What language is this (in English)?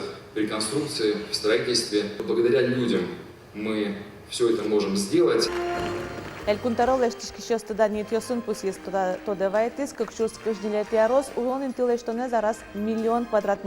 Udmurt